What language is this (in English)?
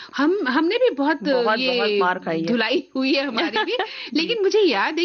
Hindi